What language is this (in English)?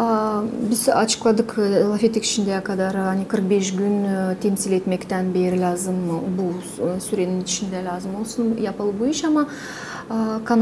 Gagauz